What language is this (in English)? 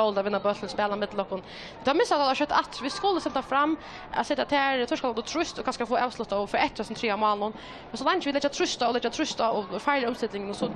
Faroese